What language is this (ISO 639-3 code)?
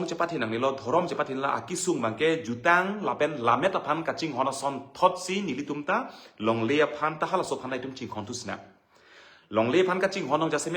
mjw